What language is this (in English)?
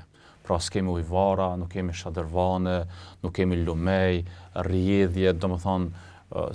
Albanian